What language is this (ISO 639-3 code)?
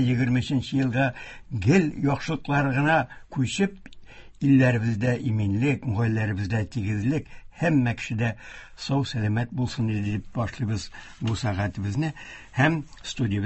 tat